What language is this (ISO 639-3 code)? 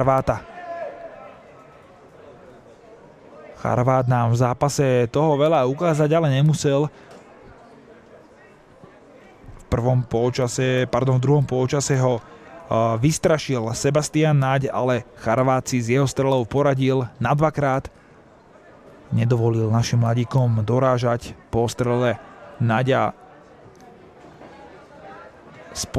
slk